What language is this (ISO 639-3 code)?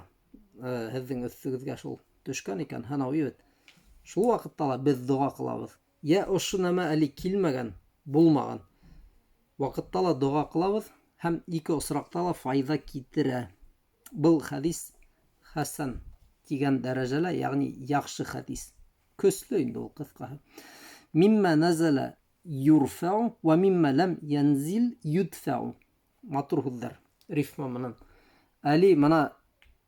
bak